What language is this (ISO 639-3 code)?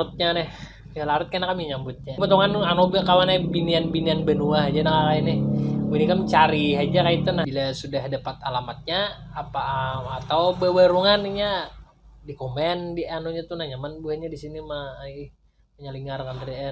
bjn